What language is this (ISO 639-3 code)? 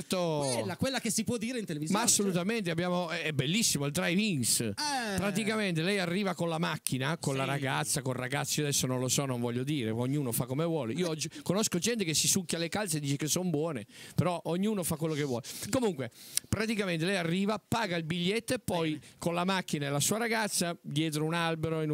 ita